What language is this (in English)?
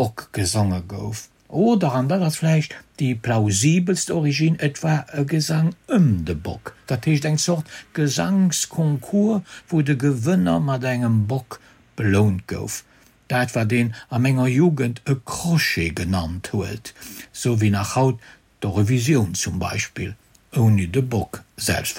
Luxembourgish